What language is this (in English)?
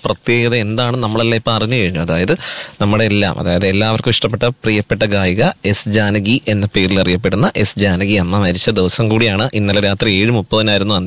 Malayalam